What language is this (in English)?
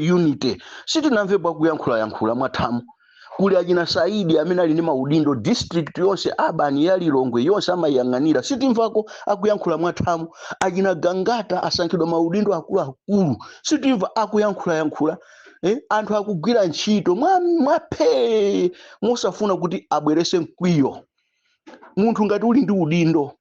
Nyanja